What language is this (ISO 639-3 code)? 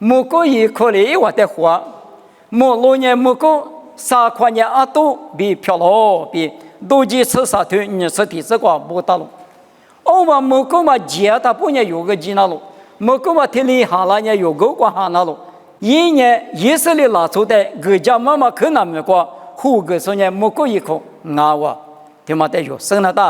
lis